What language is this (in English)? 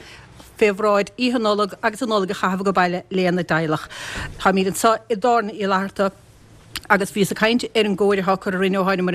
Irish